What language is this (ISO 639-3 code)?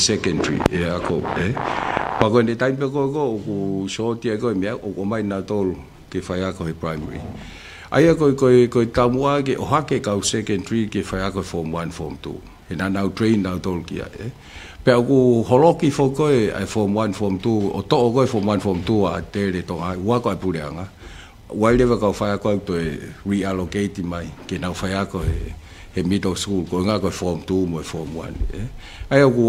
ton